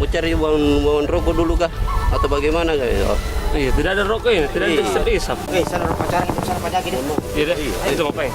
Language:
Makassar Malay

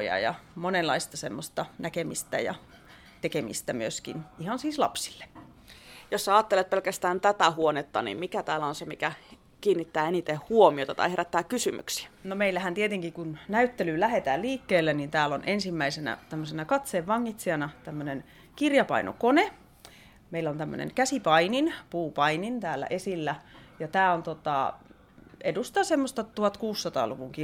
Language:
Finnish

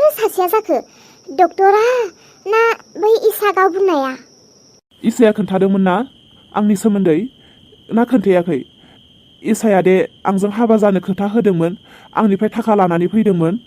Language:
Bodo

